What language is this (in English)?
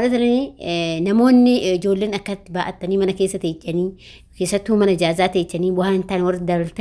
Oromo